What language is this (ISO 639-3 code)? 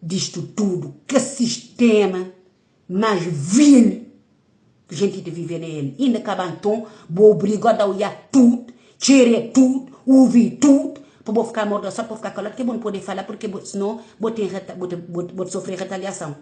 kea